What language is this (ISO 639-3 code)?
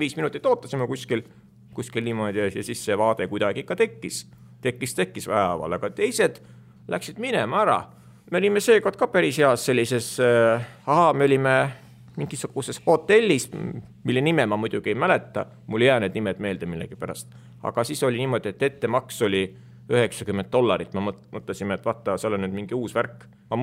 est